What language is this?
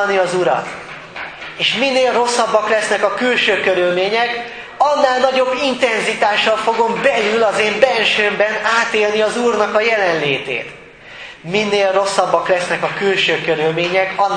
Hungarian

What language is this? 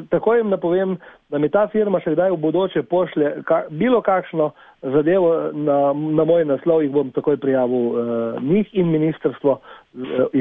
Slovenian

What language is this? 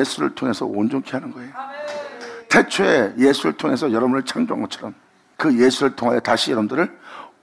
Korean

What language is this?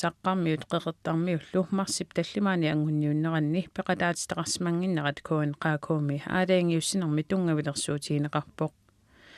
Kalaallisut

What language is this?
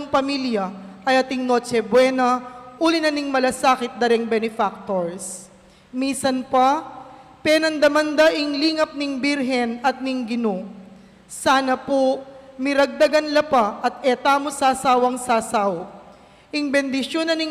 Pampanga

